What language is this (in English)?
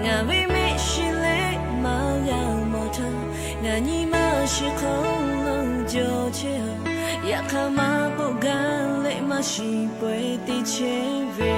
Lahu